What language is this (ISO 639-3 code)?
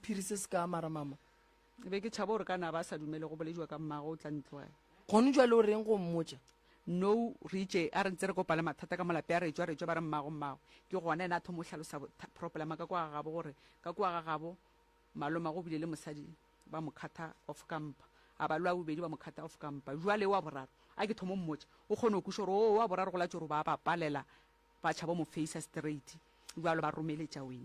nso